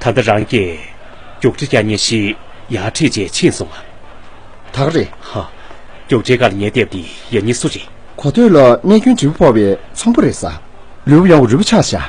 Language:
Tibetan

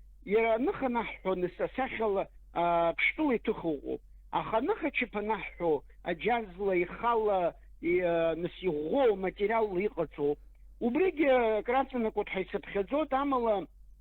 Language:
Abkhazian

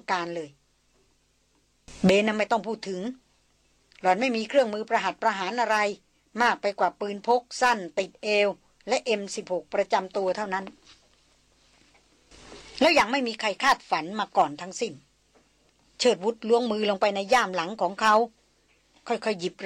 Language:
Thai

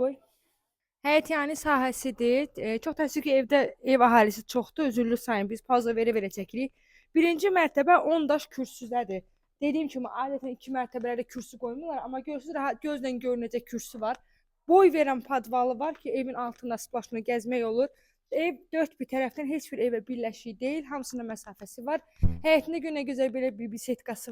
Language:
Azerbaijani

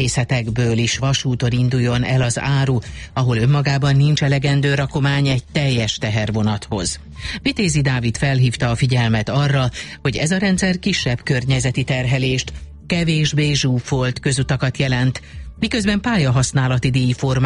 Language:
Hungarian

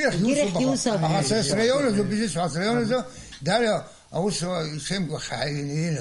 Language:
Abkhazian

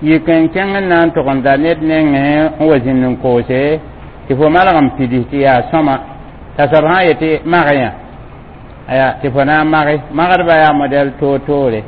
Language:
Mossi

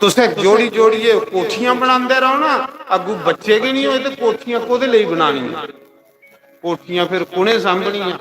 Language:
Dogri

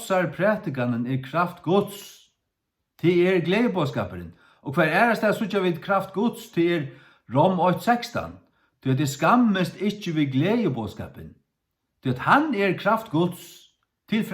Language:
Faroese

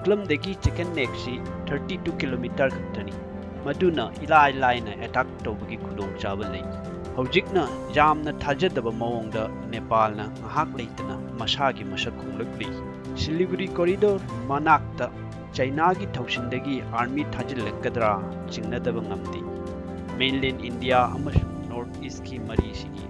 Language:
Manipuri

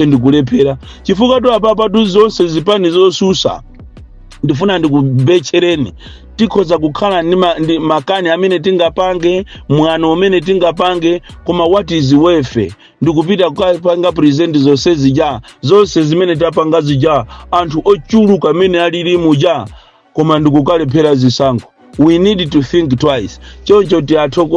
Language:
Nyanja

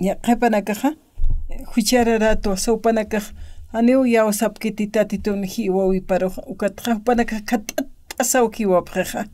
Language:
Aymara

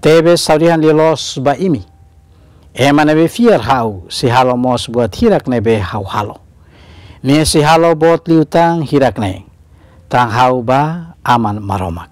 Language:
Tetum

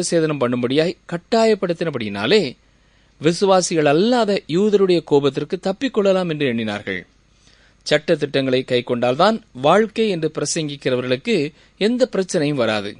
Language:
Tamil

